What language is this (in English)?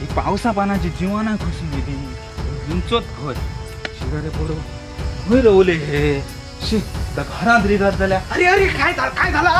Konkani